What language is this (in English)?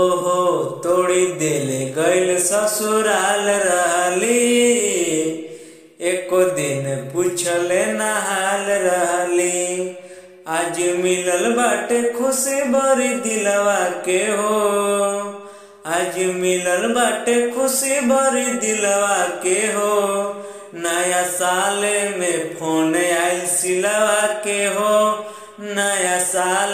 Bhojpuri